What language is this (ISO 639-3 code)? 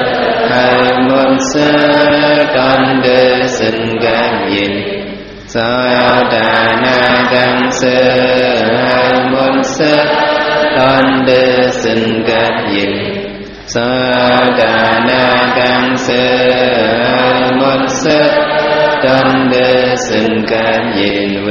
shn